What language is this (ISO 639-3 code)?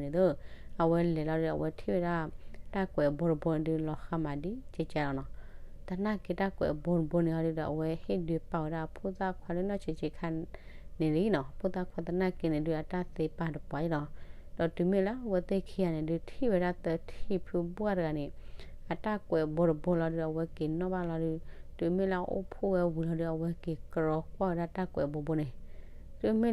ksw